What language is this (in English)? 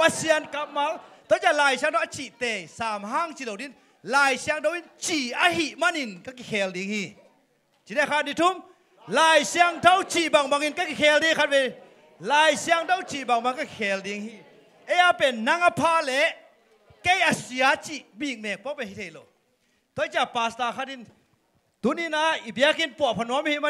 Tedim Chin